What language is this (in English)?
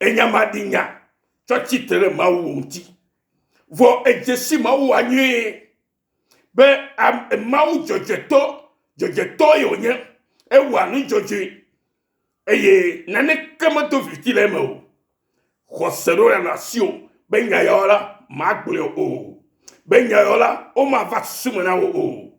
Ewe